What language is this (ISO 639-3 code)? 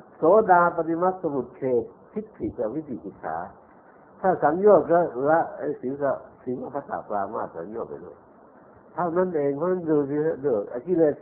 tha